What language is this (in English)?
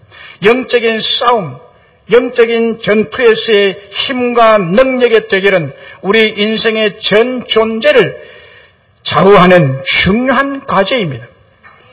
Korean